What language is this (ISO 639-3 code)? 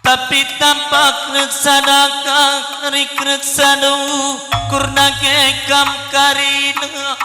btx